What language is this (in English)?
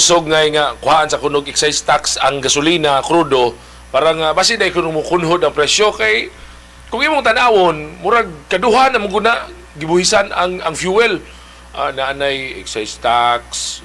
Cebuano